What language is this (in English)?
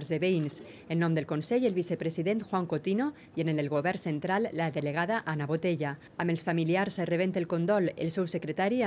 Catalan